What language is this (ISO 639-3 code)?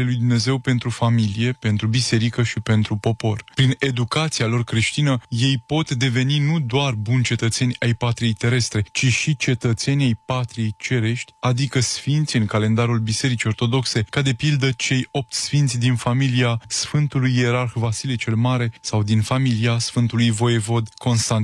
ron